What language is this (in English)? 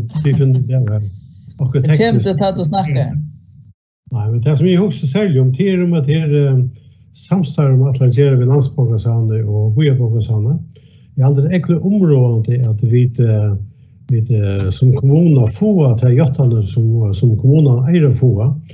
Faroese